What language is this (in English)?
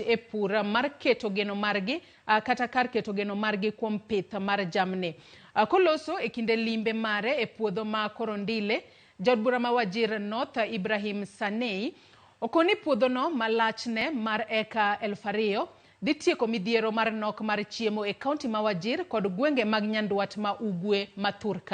Luo (Kenya and Tanzania)